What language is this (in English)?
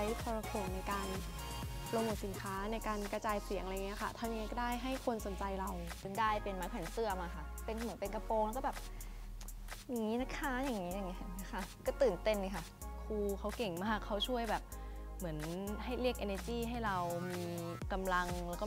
Thai